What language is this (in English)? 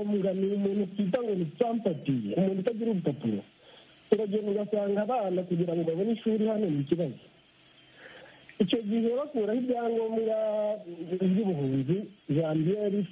Kinyarwanda